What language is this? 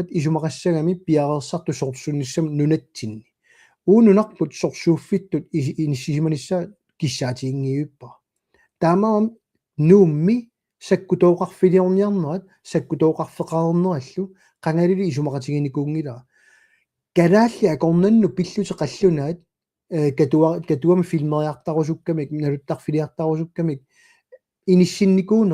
Kalaallisut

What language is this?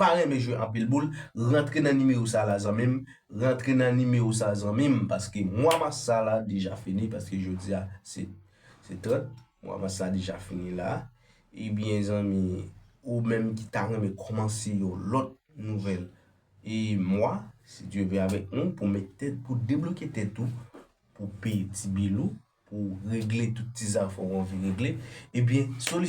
Haitian Creole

